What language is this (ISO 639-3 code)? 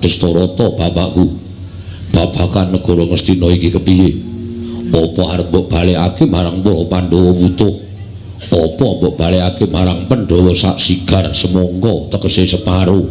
jav